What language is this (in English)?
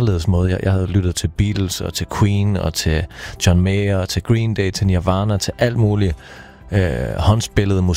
Danish